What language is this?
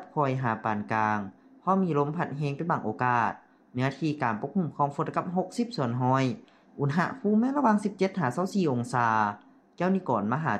Lao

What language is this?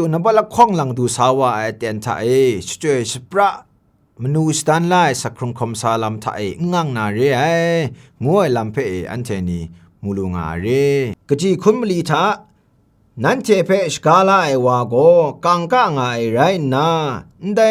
Kachin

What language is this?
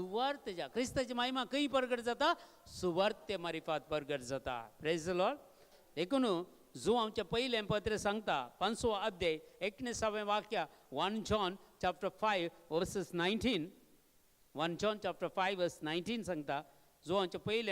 Konkani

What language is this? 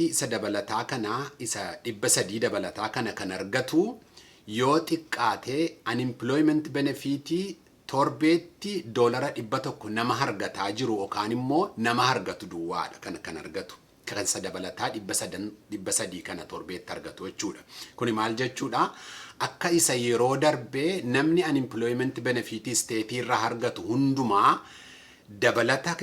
Oromo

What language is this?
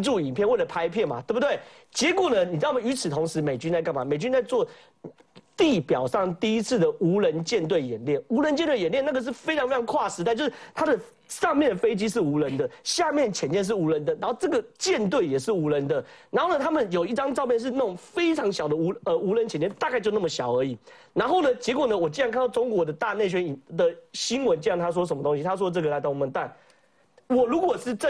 Chinese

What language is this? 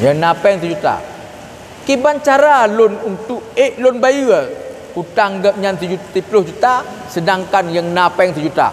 Achinese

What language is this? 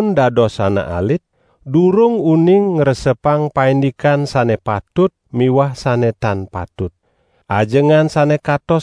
Balinese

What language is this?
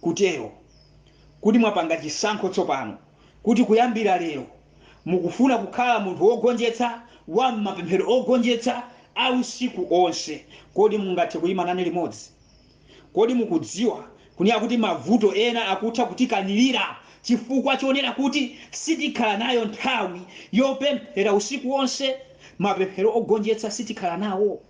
Nyanja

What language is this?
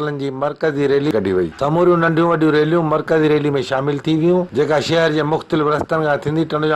Sindhi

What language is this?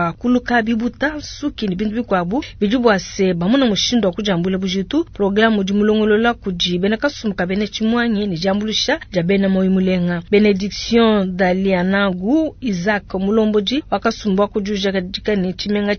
Luba-Lulua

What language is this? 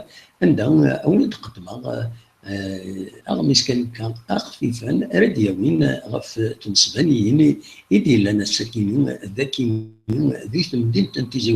Kabyle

